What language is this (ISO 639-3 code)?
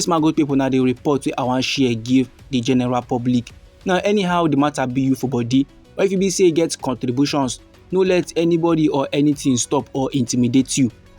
pcm